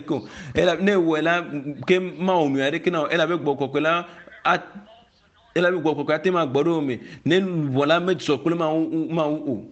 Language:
Ewe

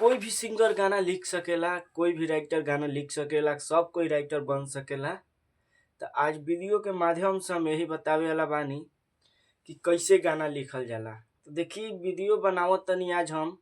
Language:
Bhojpuri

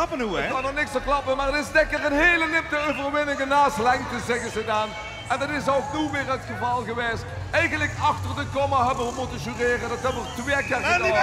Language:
Limburgish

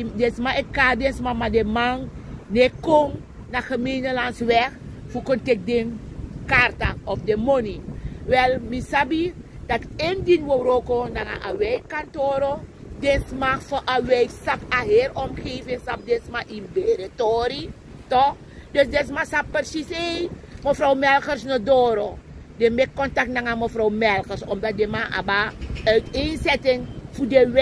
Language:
Sranan Tongo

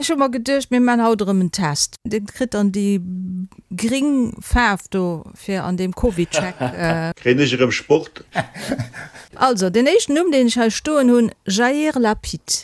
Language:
Luxembourgish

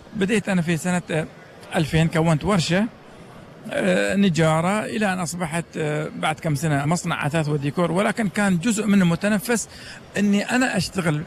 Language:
Gulf Arabic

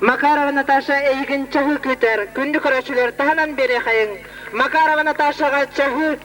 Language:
Yakut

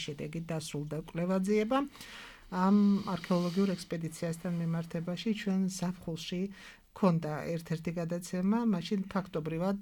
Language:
Georgian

